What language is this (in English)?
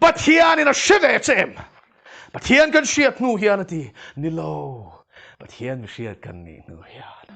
Mizo